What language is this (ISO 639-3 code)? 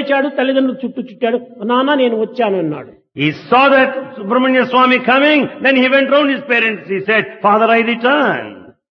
tel